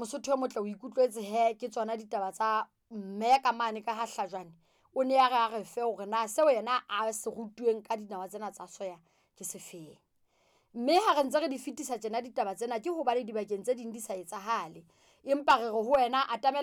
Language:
Southern Sotho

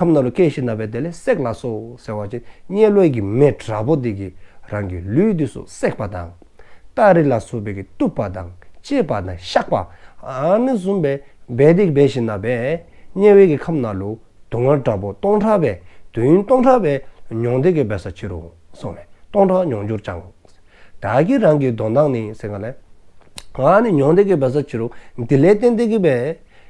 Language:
Dzongkha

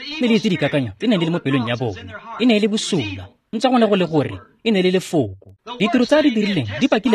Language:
Tswana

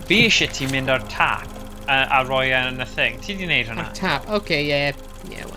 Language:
Welsh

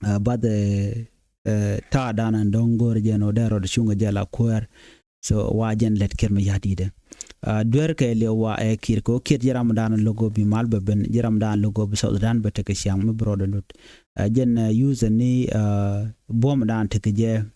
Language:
Nuer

